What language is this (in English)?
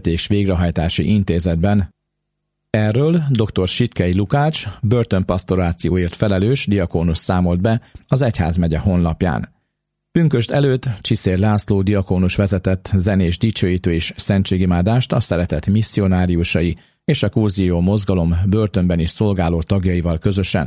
Hungarian